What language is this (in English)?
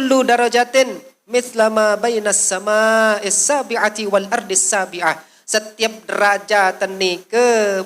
Sasak